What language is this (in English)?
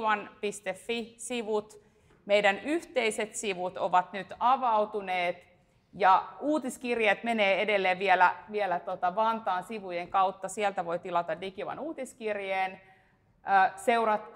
Finnish